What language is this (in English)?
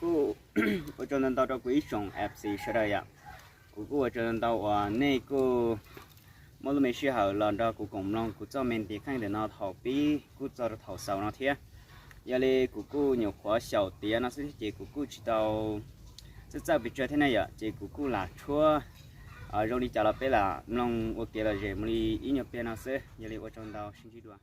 Hmong